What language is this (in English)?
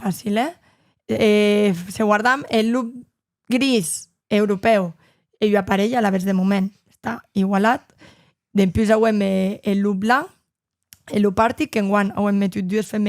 Occitan